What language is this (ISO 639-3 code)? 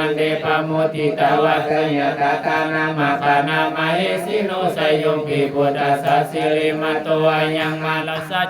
pli